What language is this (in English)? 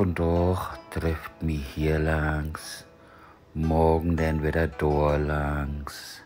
Low German